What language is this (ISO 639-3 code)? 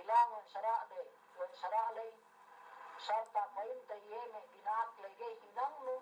yka